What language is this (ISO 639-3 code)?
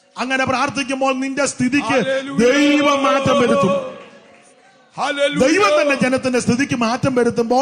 mal